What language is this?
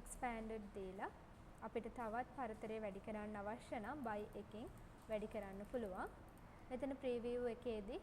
Sinhala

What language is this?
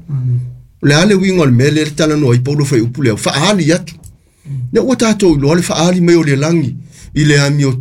Samoan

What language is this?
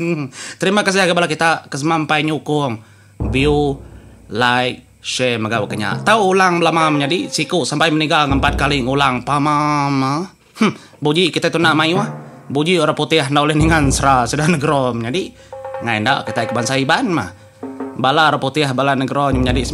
Iban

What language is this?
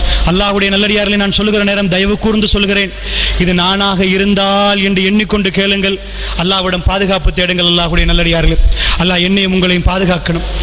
Tamil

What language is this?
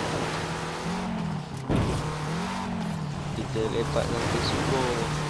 Malay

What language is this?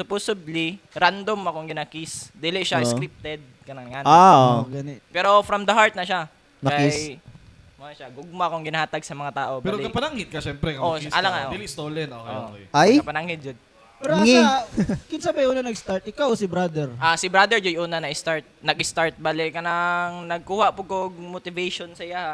Cebuano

